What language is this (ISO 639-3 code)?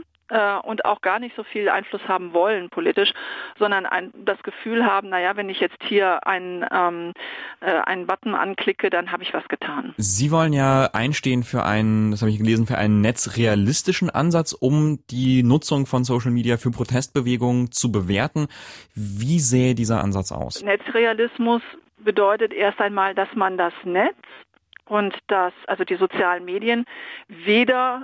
deu